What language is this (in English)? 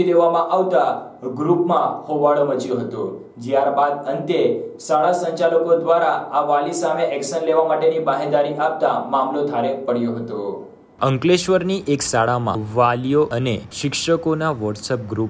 Gujarati